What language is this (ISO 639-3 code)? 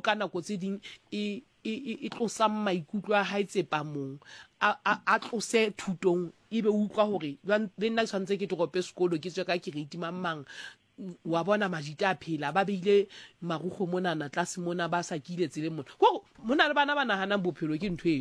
sot